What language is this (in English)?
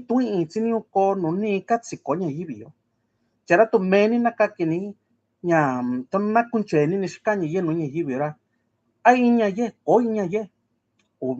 Mixtepec Mixtec